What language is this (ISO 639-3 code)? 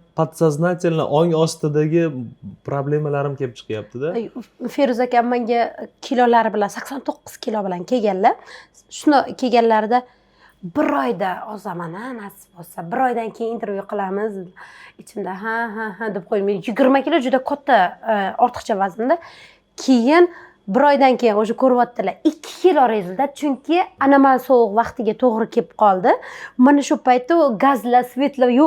uzb